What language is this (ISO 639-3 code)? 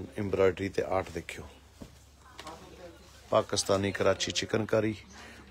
pan